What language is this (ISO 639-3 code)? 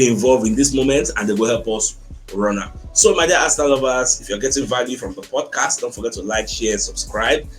pcm